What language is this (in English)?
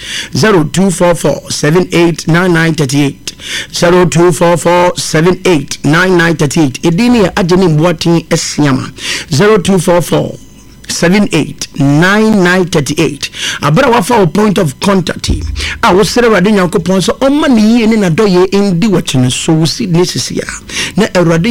Akan